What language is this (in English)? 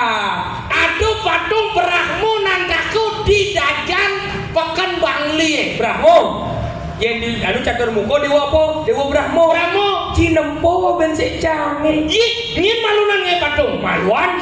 Balinese